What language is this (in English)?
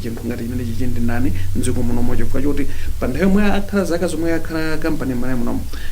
Nyanja